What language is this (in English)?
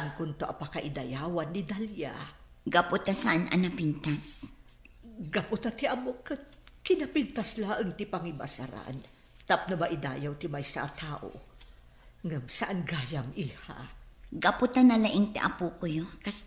Iloko